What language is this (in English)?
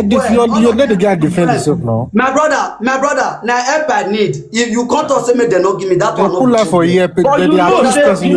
Nigerian Pidgin